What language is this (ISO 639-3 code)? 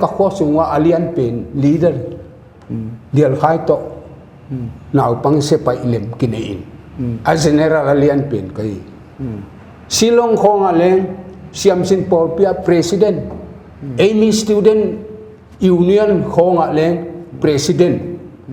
pck